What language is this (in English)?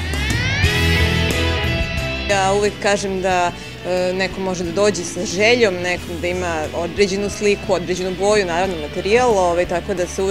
Serbian